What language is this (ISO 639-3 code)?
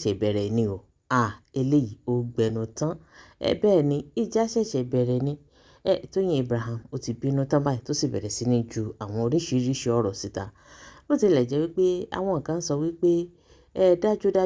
yor